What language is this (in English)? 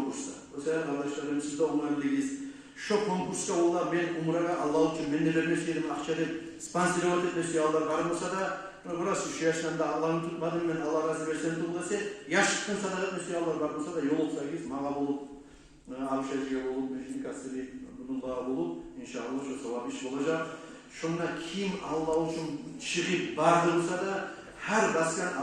Kumyk